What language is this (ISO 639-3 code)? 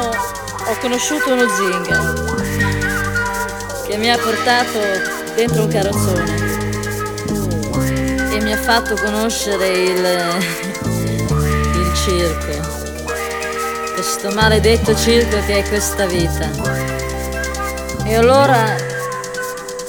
ita